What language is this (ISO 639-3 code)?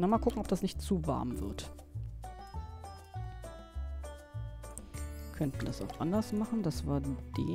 deu